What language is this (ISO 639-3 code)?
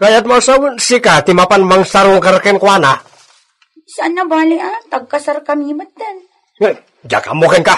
ilo